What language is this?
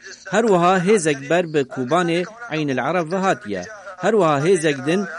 Kurdish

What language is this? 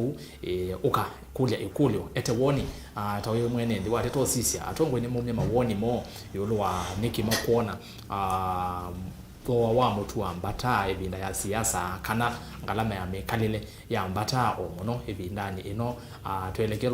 Kamba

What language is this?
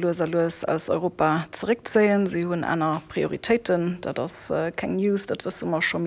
Luxembourgish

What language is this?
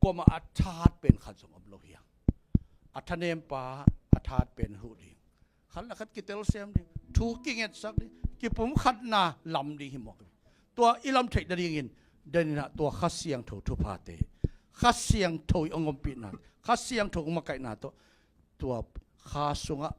Tedim Chin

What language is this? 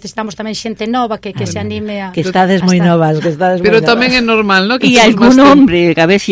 Galician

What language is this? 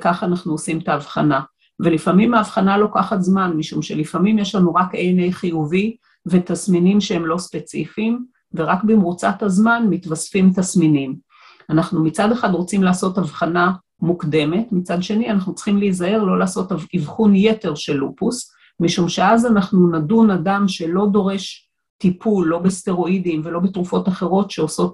Hebrew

